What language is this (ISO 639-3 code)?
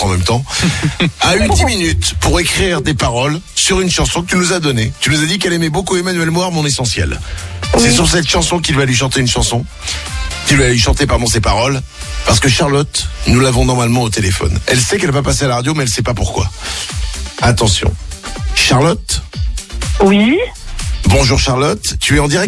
fra